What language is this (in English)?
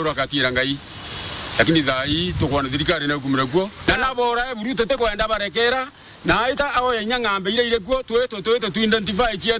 Meru